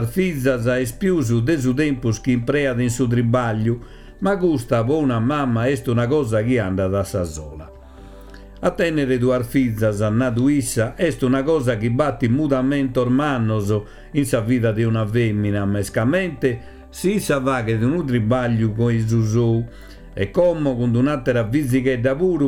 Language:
Sardinian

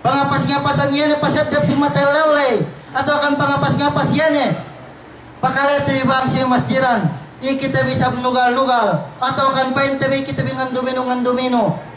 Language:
Yakan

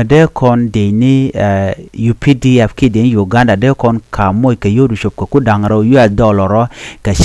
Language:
Nuer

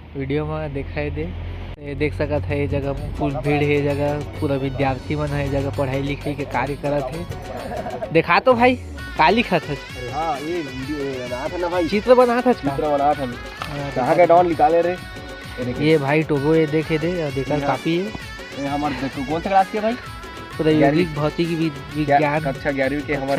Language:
Chhattisgarhi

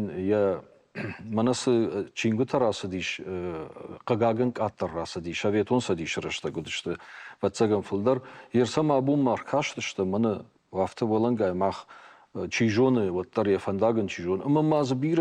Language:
Ossetic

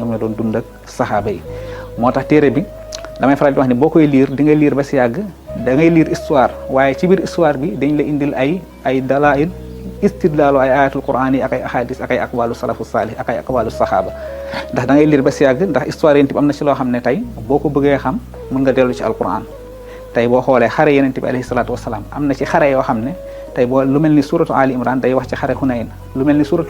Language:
Wolof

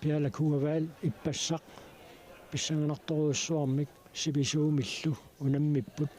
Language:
Kalaallisut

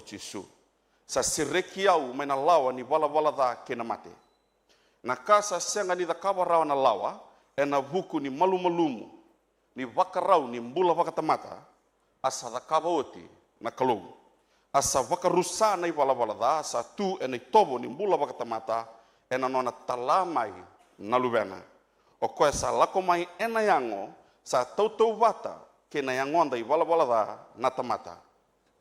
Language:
Fijian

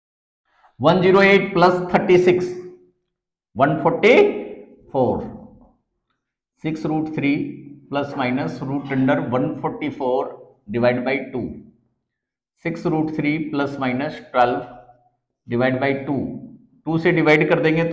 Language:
Hindi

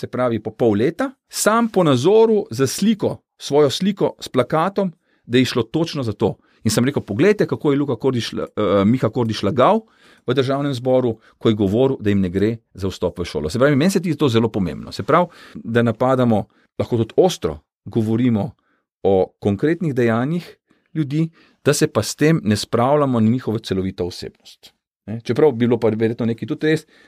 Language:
Slovenian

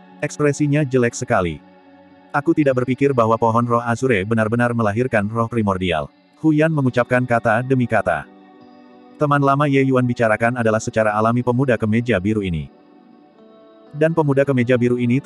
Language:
Indonesian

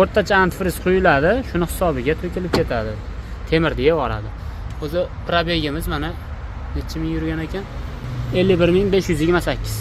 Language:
Uzbek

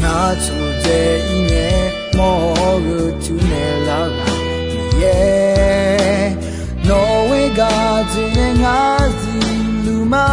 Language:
Akha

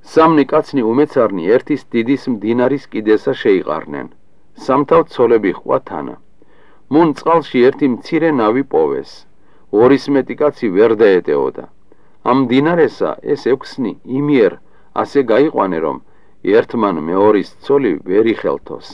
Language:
Georgian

